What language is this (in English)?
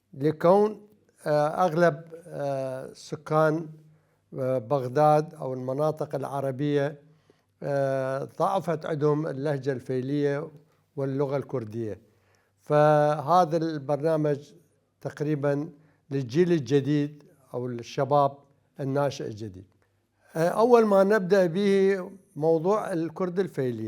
Mesopotamian Arabic